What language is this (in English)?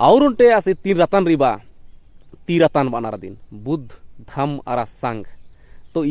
Kurukh